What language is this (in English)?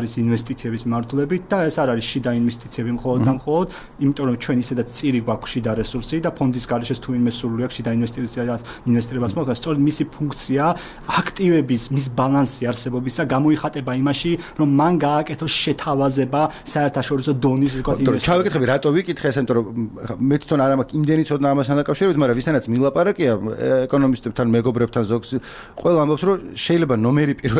Georgian